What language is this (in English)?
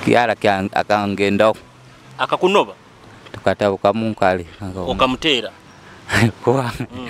Nyoro